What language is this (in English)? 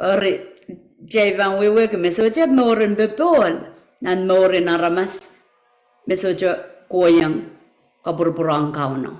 Pohnpeian